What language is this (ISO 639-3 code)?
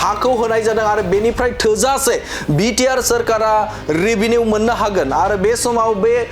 brx